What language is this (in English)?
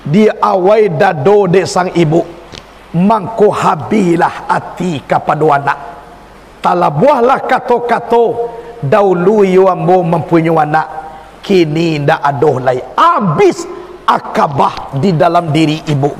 Minangkabau